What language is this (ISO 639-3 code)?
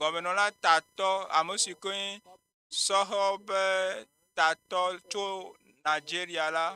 ewe